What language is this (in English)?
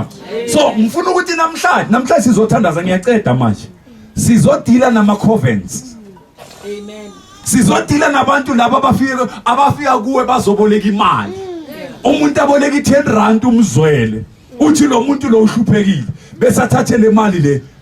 Zulu